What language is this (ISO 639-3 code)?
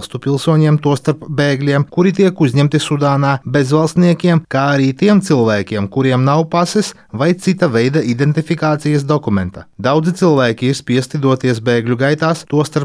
lav